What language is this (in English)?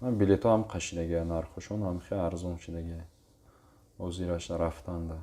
Tajik